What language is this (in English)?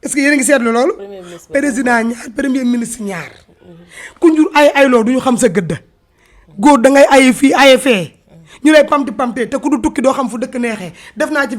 Wolof